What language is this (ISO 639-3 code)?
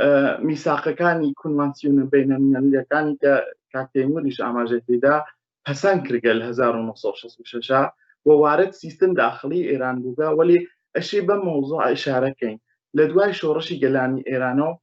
ckb